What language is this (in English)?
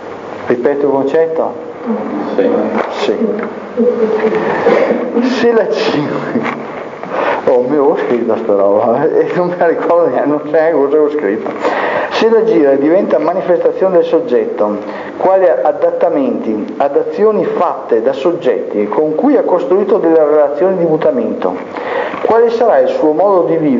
Italian